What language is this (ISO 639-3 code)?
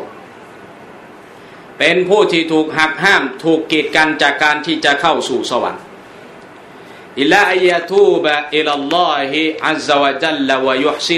tha